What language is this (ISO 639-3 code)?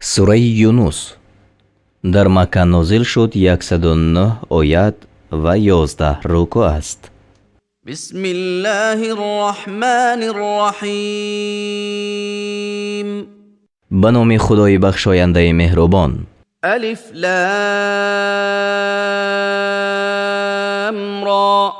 tgk